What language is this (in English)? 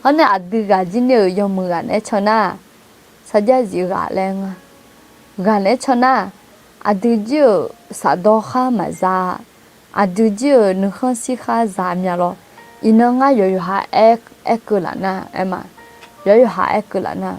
Akha